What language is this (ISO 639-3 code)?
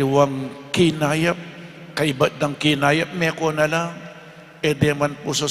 pam